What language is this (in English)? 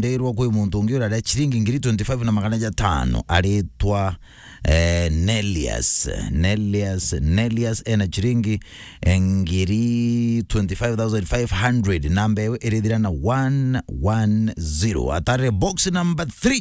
Meru